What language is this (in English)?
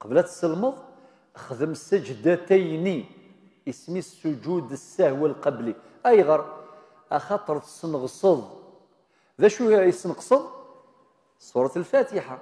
Kabyle